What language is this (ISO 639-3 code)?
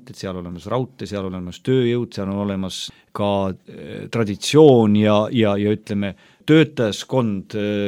est